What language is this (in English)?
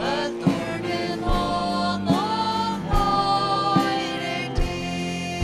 Faroese